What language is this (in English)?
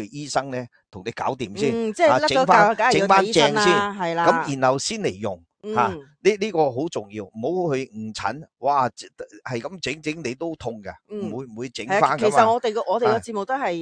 Cantonese